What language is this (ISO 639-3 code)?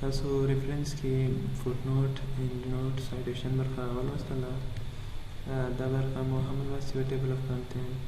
pus